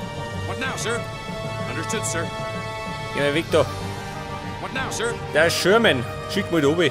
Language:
Bavarian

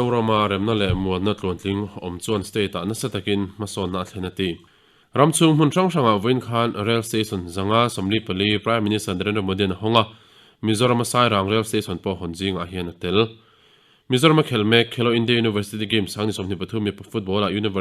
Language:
Mizo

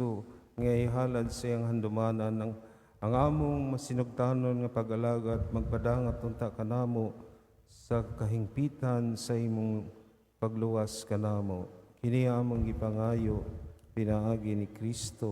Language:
Cebuano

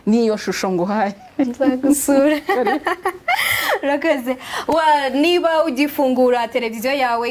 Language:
Kinyarwanda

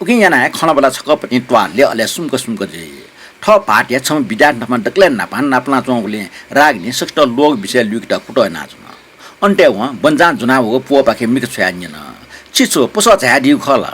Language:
Newari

